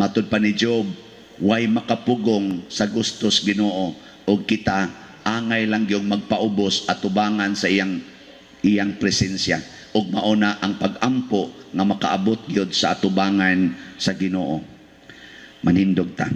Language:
Cebuano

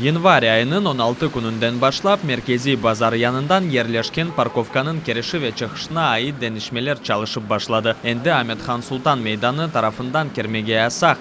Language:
Crimean Tatar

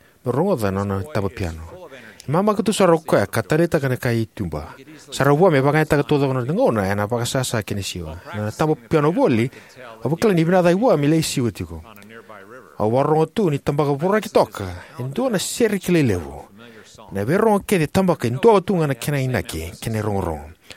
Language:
Fijian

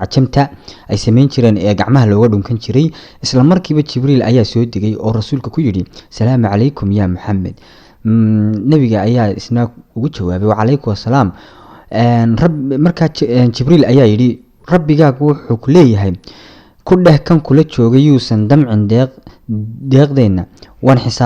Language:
Somali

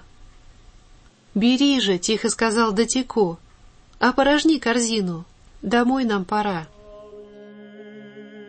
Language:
Russian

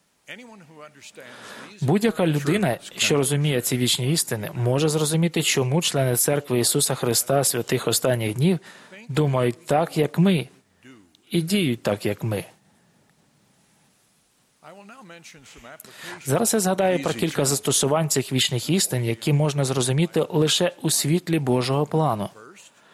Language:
Ukrainian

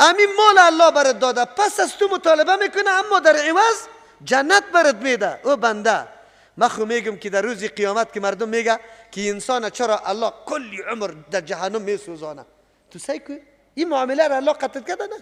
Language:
Persian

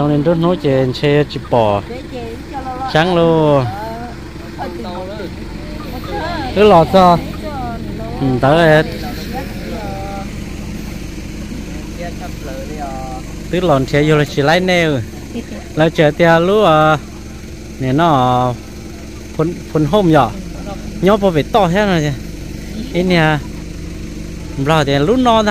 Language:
Vietnamese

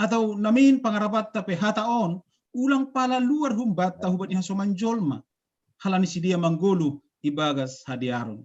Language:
Batak Simalungun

